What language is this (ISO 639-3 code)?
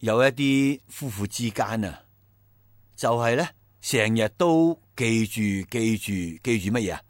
yue